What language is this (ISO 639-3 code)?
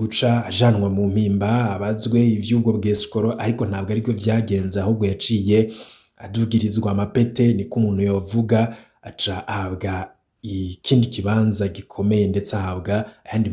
run